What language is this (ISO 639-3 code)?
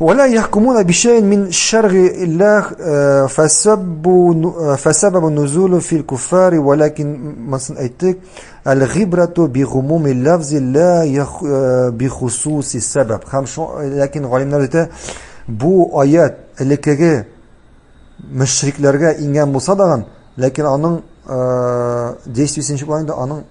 tat